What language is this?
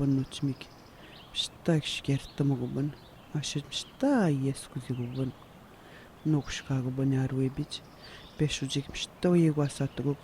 Atikamekw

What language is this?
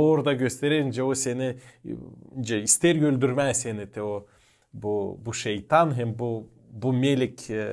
Gagauz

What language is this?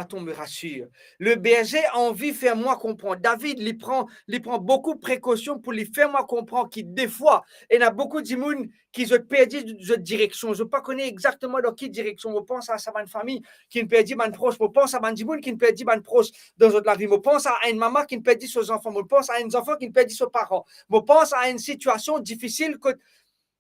Morisyen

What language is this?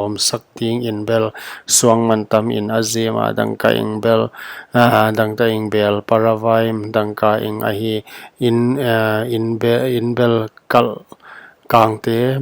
Paite Chin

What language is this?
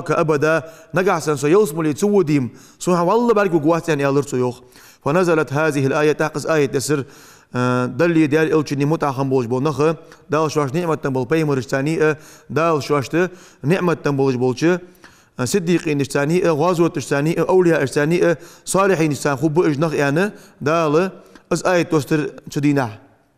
Ingush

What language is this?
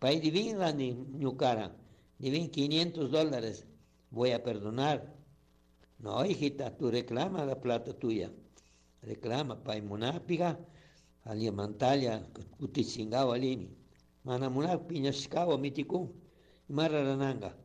Chimborazo Highland Quichua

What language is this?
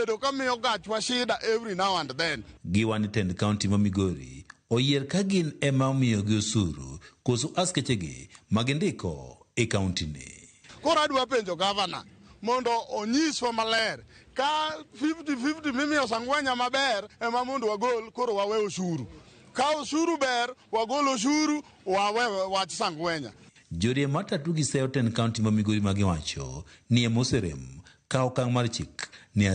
Luo (Kenya and Tanzania)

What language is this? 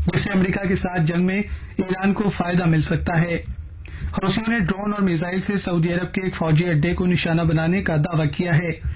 Urdu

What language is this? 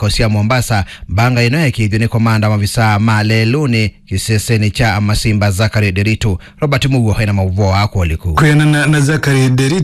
Kamba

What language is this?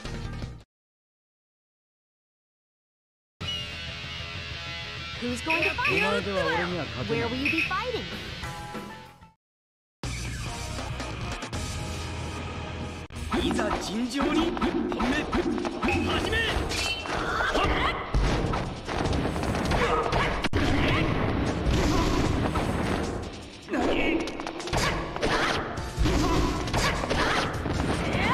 Japanese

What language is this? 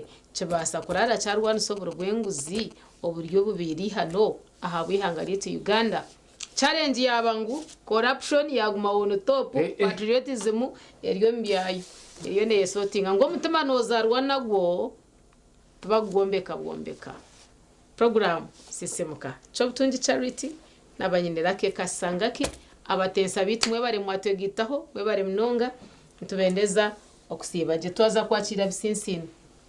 Nyankole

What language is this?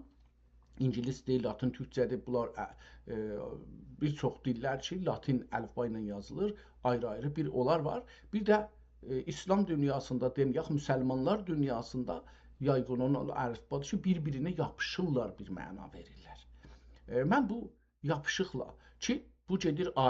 South Azerbaijani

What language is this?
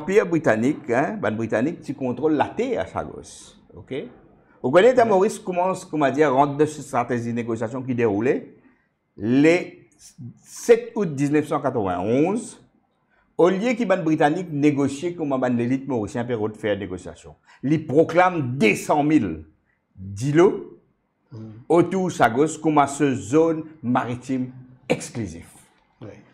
Morisyen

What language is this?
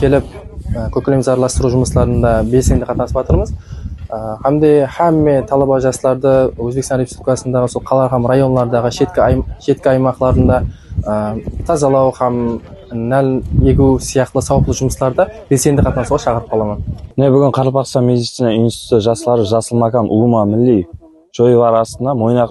Kara-Kalpak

